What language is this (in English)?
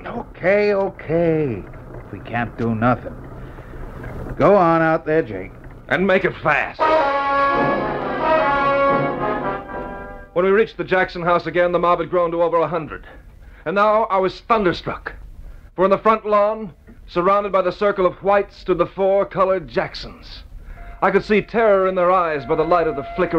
English